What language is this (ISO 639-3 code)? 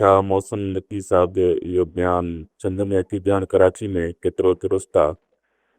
snd